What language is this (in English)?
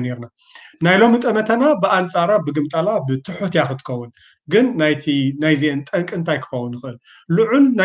Tigrinya